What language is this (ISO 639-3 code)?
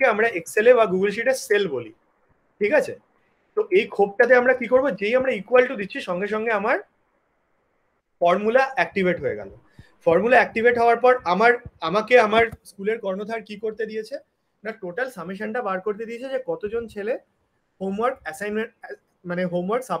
ben